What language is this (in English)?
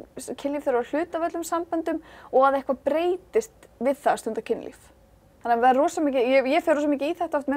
Icelandic